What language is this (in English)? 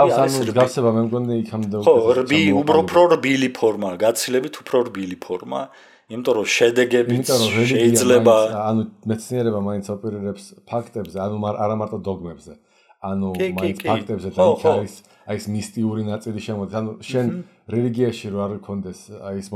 Georgian